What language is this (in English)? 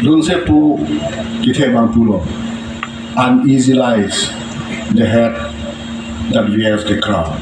Karbi